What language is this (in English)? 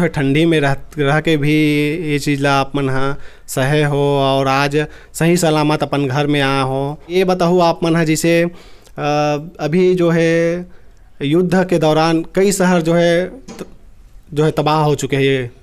Chhattisgarhi